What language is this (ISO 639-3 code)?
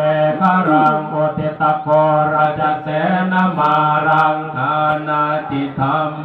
pli